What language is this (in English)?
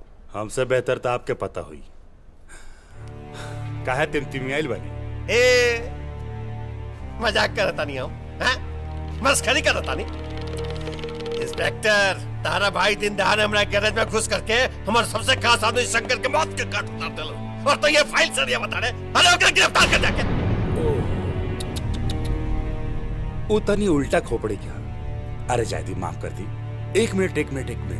Bhojpuri